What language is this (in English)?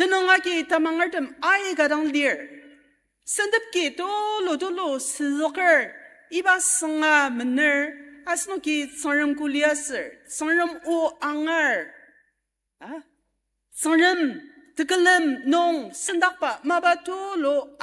Ao Naga